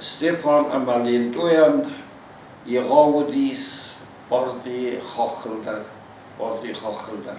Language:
Ossetic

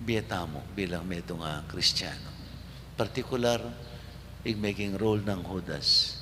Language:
Pampanga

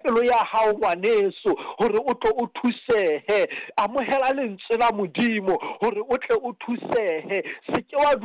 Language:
Southern Sotho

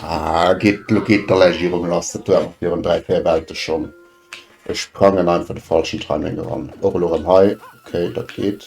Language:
Luxembourgish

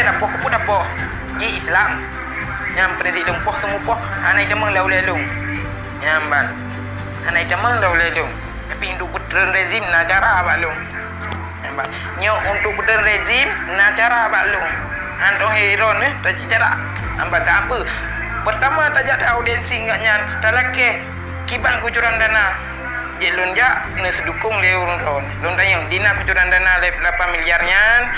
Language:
Achinese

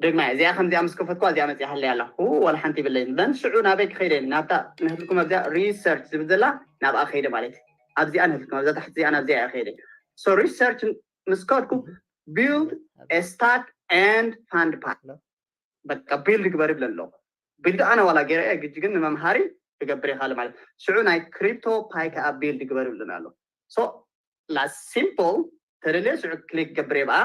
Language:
Tigrinya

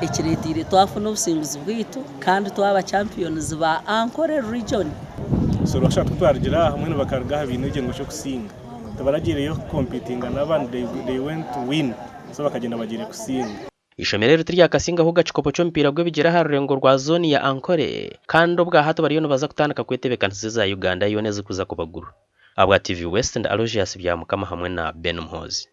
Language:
Nyankole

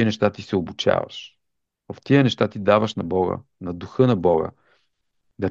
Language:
Bulgarian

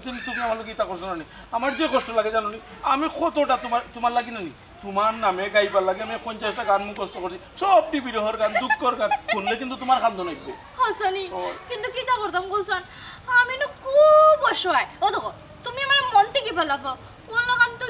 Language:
Sylheti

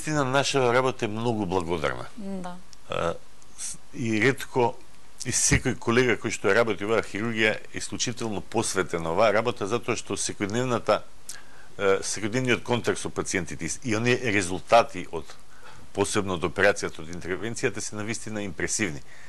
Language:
Macedonian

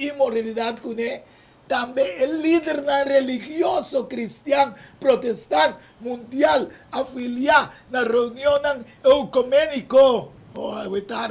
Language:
Papiamento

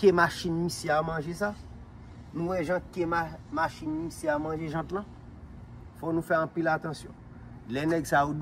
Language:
Haitian Creole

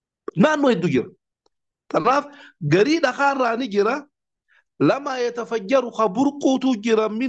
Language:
Oromo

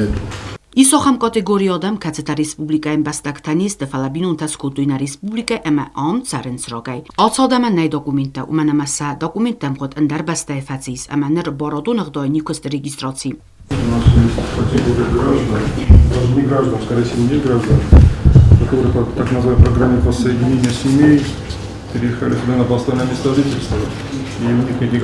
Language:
Ossetic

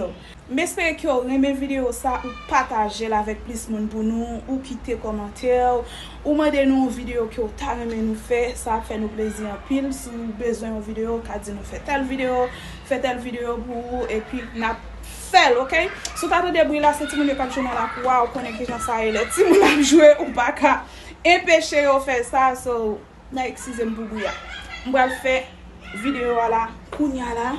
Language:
Haitian Creole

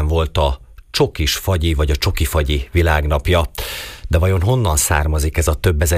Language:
Hungarian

